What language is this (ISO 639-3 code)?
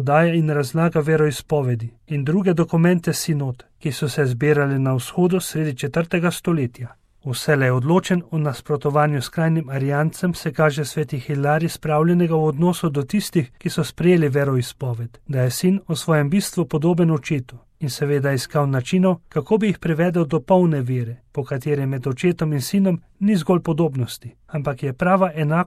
slv